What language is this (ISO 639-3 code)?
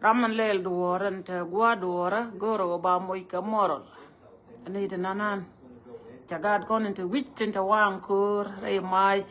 nus